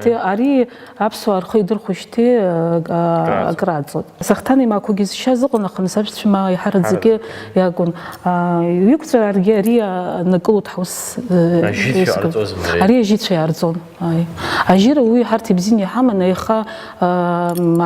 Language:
Abkhazian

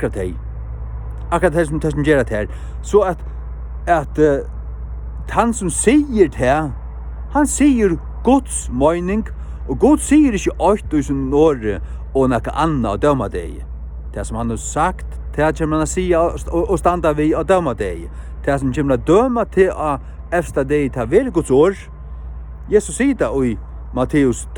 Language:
Faroese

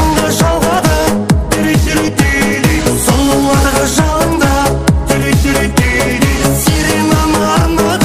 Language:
Kara-Kalpak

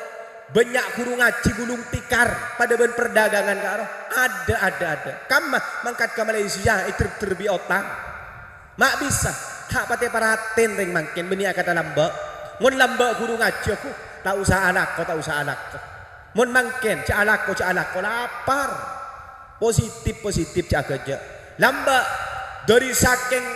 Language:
Madurese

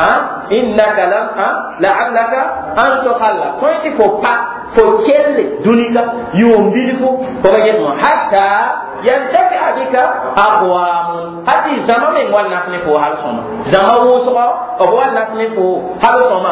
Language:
Mossi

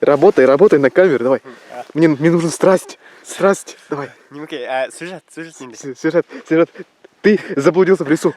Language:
Bashkir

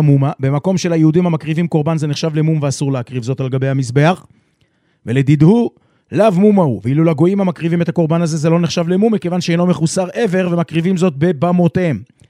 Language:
Hebrew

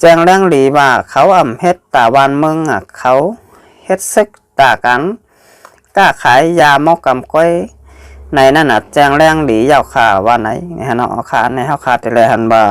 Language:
Shan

